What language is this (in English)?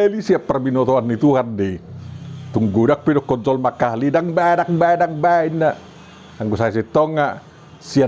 Batak Toba